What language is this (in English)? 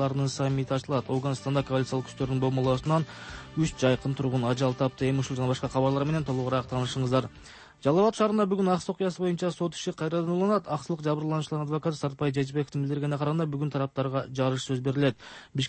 Kyrgyz